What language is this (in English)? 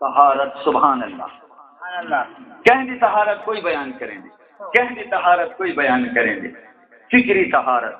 Saraiki